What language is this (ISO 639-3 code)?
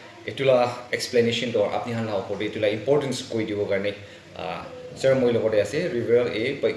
nag